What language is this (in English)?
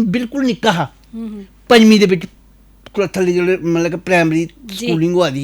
Dogri